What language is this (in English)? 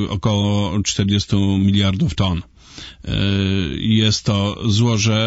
Polish